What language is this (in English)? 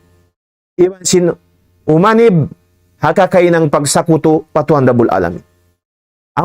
Tausug